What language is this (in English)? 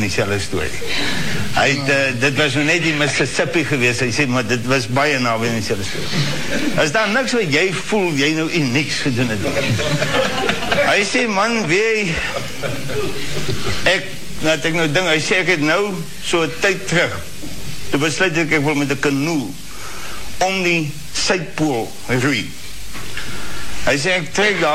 Afrikaans